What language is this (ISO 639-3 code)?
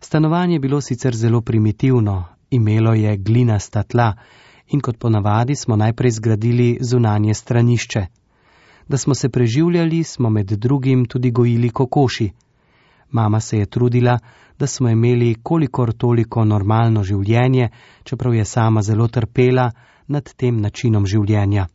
slv